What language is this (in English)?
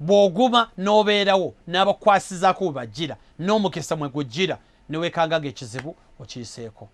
Ganda